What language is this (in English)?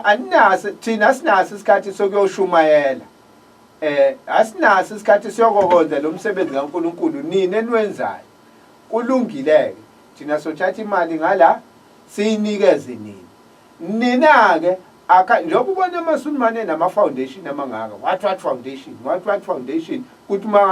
Zulu